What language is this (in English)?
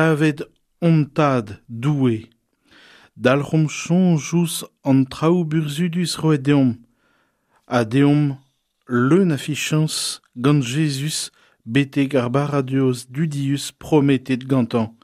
Breton